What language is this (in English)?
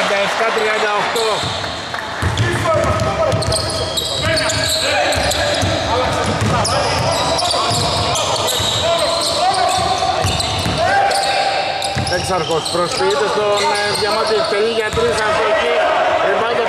Greek